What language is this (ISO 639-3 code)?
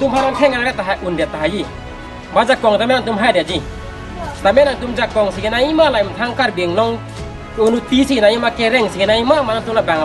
mjw